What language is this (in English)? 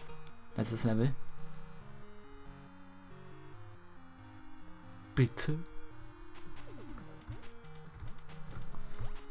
German